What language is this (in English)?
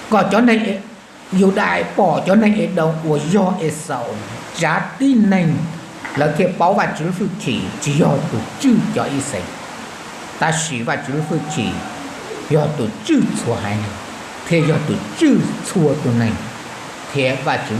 Hmong